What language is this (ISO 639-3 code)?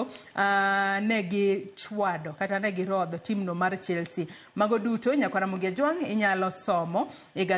luo